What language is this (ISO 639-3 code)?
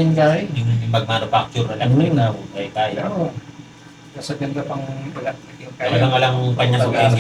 pam